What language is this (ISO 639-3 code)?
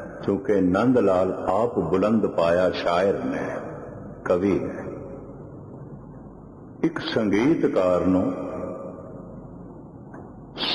pan